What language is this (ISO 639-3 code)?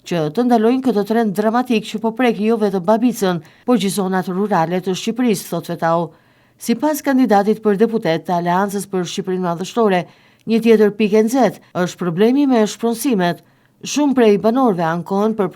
sqi